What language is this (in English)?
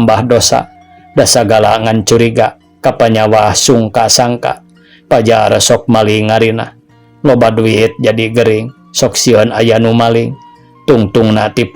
Sundanese